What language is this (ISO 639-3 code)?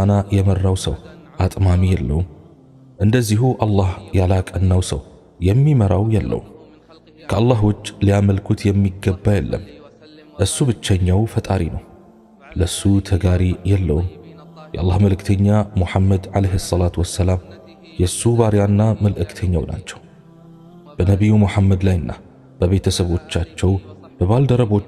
amh